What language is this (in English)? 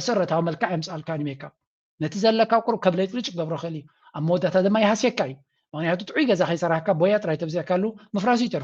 Tigrinya